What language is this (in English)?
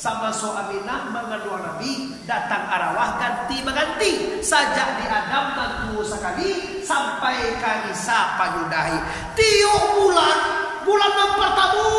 Minangkabau